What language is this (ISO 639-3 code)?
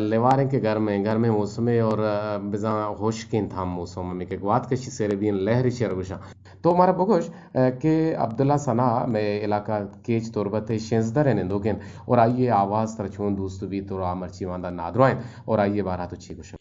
bgp